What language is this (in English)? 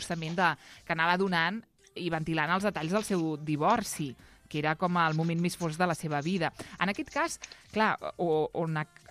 Catalan